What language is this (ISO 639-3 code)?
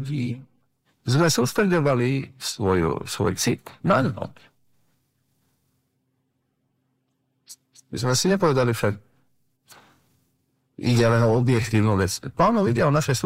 slk